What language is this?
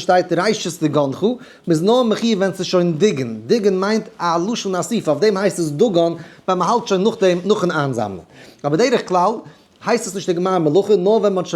Yiddish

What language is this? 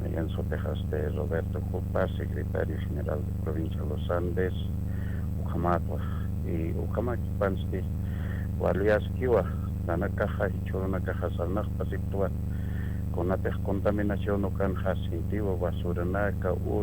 Aymara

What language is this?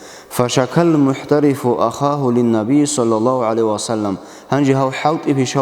Avaric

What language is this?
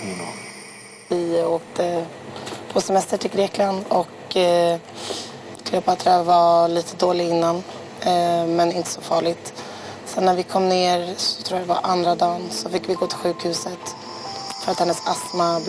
Swedish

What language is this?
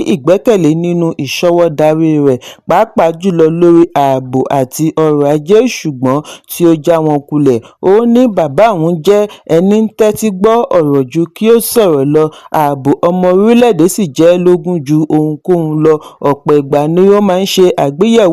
Yoruba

